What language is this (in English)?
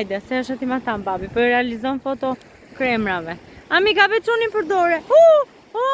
Albanian